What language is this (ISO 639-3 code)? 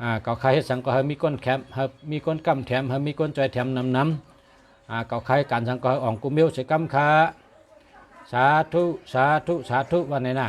shn